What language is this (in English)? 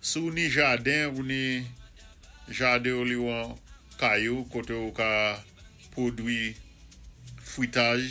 Saint Lucian Creole French